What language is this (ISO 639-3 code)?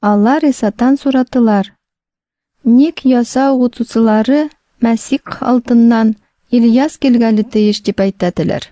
tat